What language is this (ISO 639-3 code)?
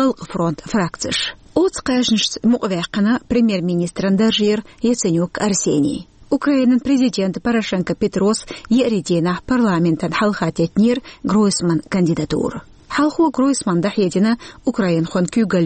che